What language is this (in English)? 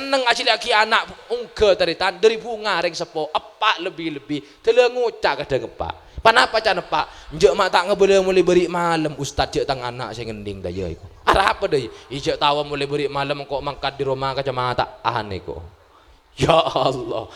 Madurese